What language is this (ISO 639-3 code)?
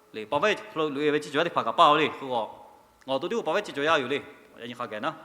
lhu